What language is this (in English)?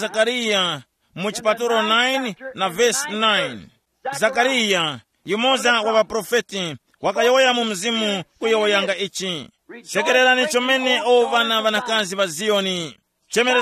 Tumbuka